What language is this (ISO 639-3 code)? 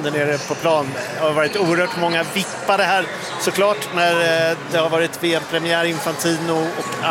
swe